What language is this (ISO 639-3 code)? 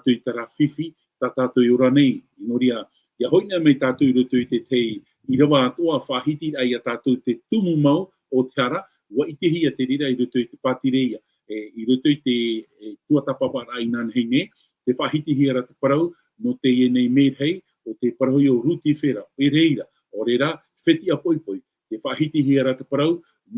tah